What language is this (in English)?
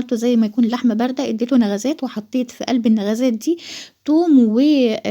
Egyptian Arabic